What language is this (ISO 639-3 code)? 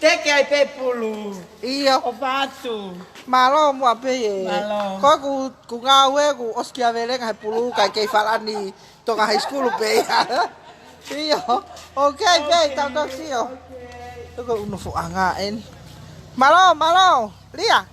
ton